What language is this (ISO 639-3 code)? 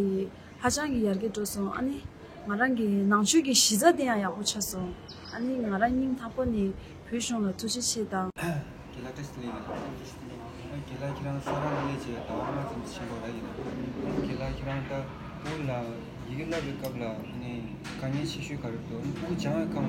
bod